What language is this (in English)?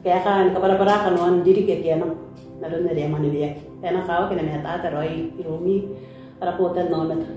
Gilbertese